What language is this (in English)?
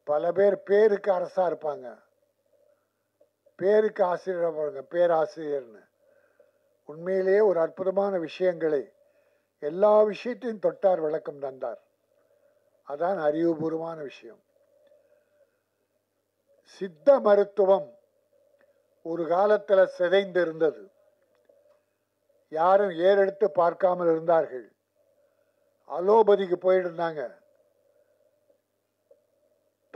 Tamil